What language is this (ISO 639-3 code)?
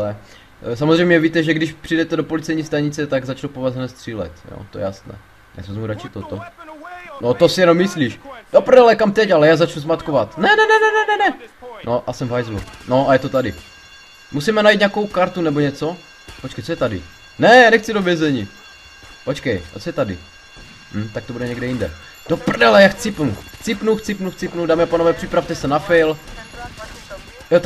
ces